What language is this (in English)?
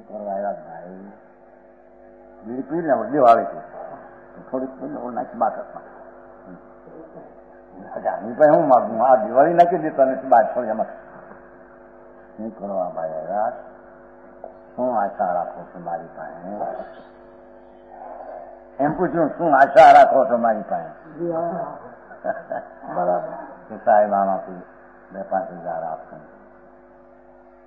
Gujarati